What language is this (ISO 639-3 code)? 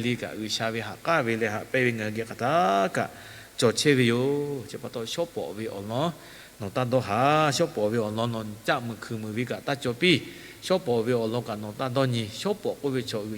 lhu